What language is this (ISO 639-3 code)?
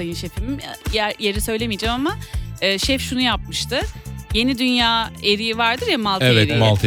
tur